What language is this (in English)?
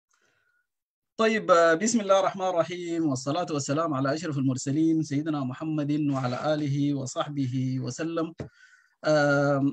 Sudanese Arabic